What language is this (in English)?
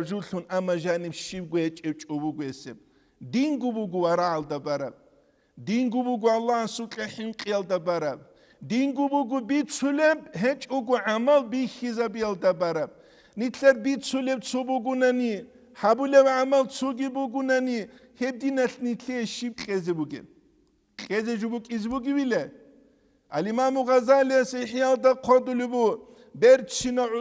Avaric